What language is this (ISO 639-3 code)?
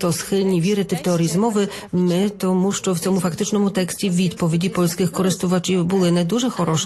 ukr